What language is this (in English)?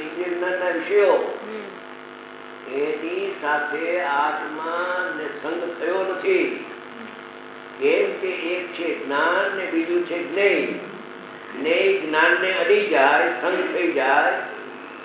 Gujarati